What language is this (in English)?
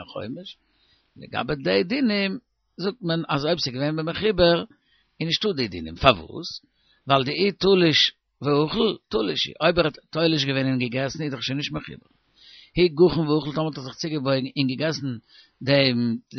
Yiddish